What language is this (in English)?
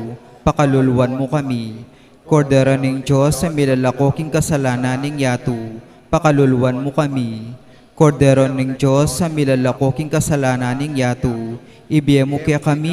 Pampanga